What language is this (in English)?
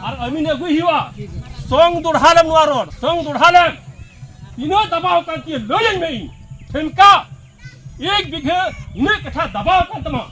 Santali